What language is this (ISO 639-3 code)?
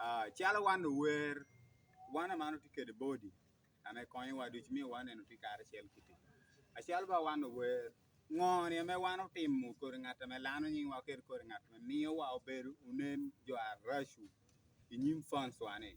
ach